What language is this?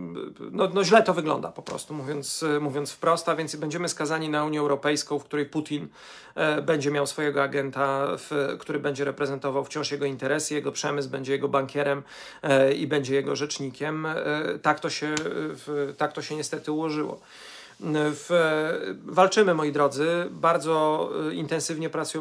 Polish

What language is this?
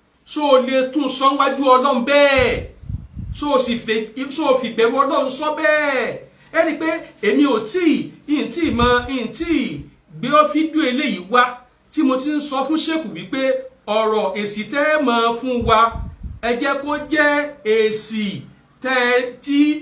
Yoruba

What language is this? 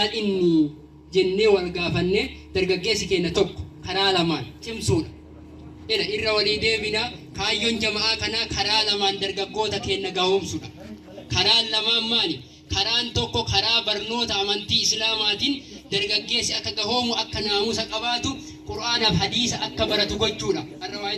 Oromo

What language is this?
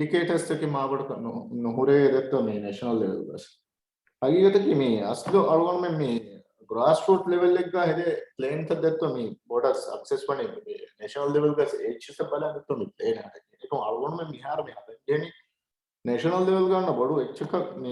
Divehi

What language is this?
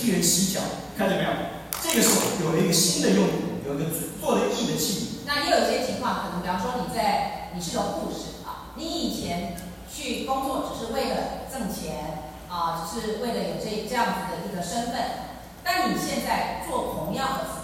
Chinese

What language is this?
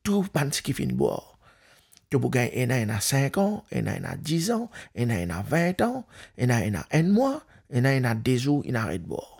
Morisyen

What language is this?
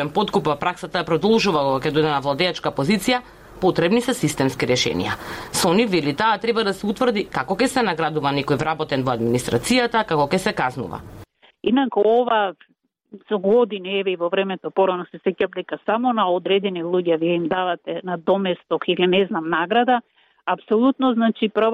Macedonian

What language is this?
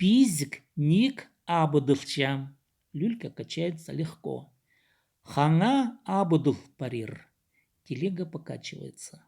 Khakas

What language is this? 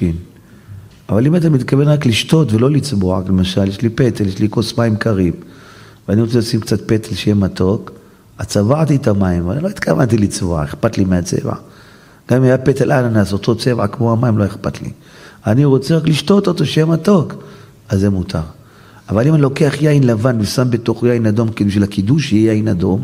Hebrew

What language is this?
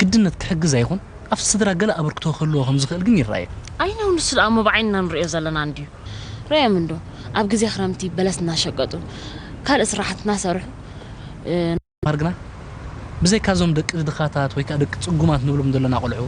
Tigrinya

